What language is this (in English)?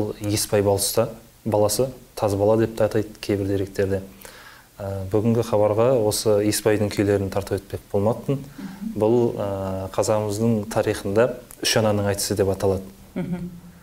Kazakh